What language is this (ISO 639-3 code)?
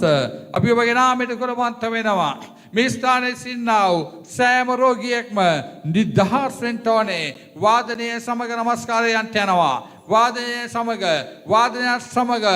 sin